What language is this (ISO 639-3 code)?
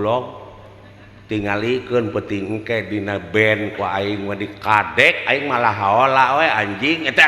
sun